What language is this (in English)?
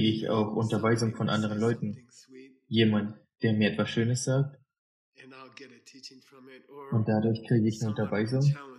German